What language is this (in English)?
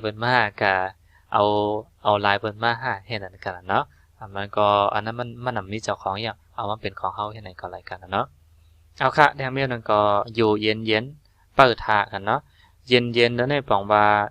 Shan